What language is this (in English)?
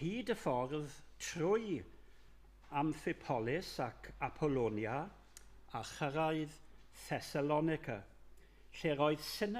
Welsh